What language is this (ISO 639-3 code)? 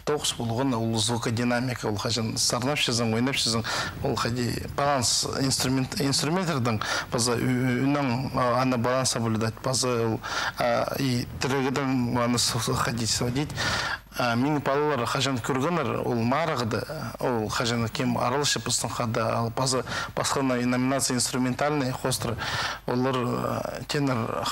kjh